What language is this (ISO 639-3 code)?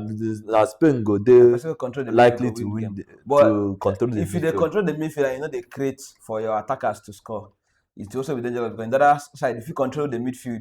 pcm